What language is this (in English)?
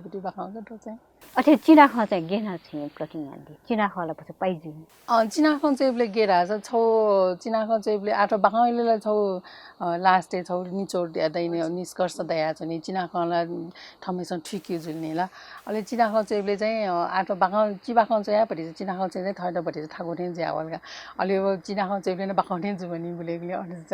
Newari